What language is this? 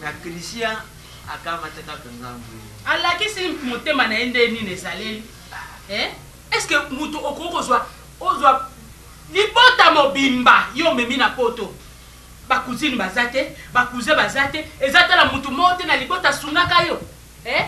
Lingala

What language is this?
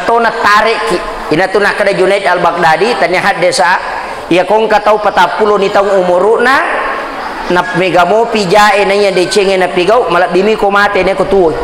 Buginese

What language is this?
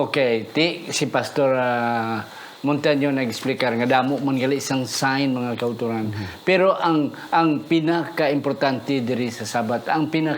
Hiligaynon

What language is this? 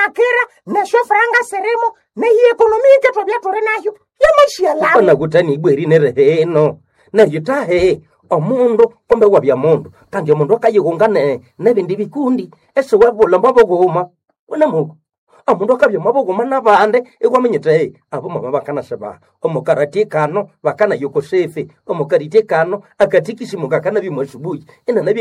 Nande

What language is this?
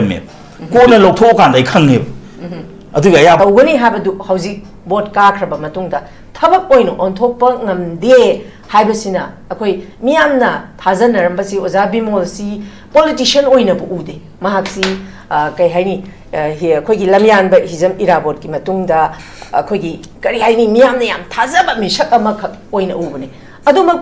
Manipuri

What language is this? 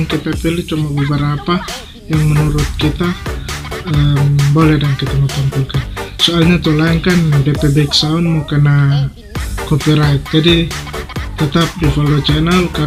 Manado Malay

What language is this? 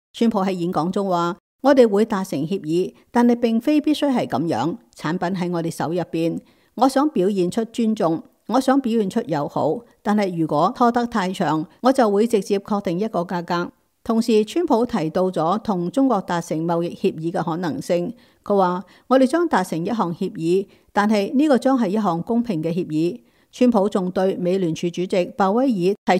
Cantonese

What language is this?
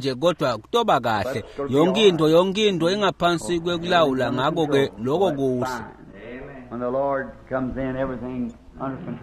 Swati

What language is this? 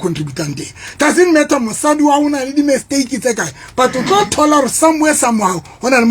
Southern Sotho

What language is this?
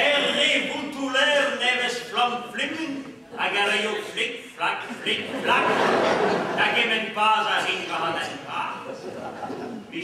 Breton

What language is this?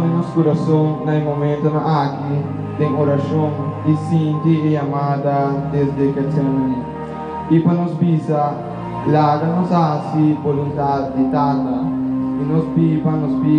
Papiamento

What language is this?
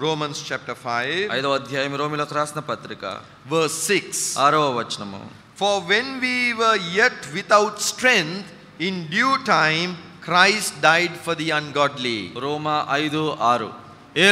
Telugu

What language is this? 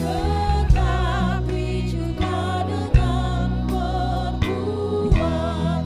Ambonese Malay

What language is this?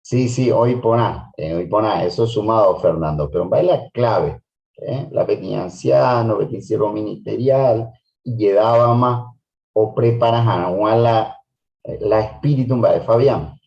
Guarani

